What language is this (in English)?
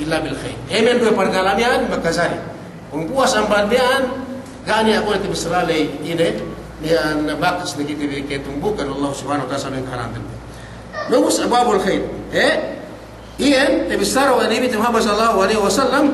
Yakan